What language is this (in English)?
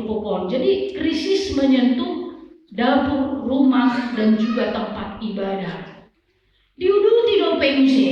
Batak Toba